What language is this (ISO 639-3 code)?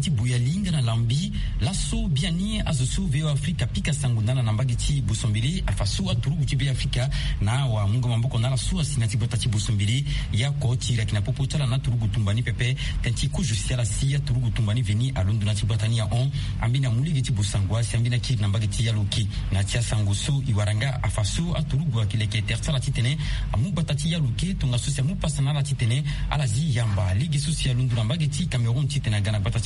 sag